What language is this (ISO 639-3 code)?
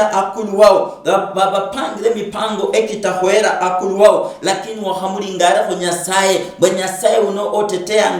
luy